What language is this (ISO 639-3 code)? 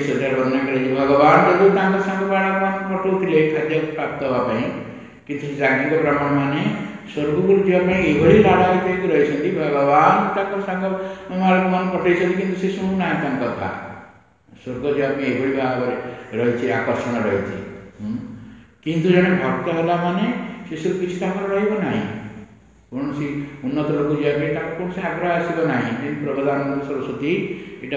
ori